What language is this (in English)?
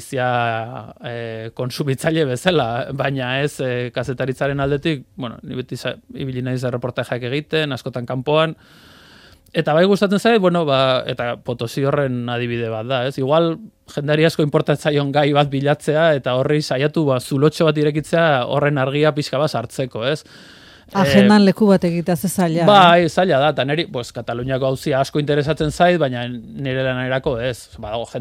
Basque